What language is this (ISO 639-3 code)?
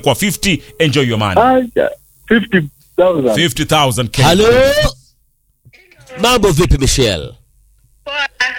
swa